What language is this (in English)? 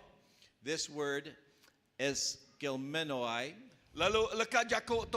Iban